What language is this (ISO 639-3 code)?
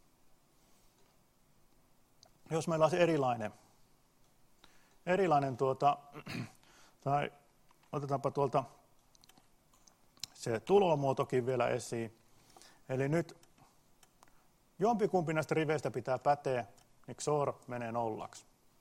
fin